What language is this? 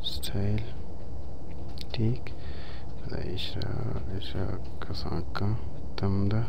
Baluchi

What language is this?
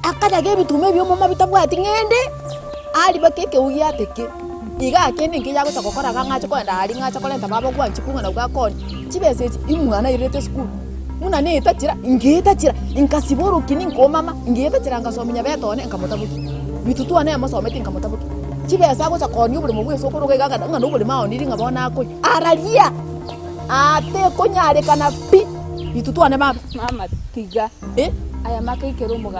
Gusii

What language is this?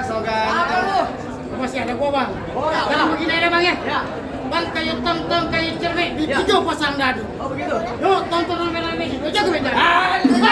Betawi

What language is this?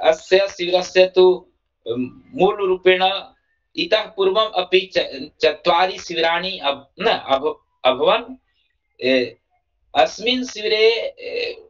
Sanskrit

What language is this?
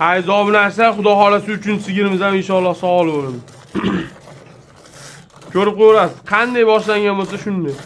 Uzbek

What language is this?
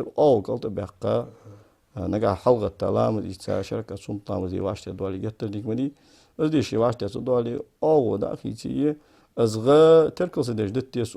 Ingush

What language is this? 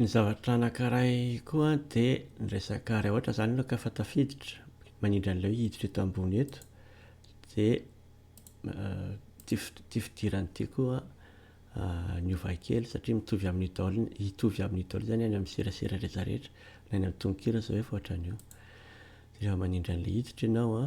Malagasy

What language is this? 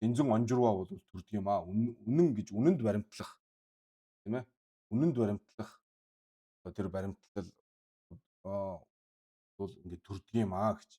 Mongolian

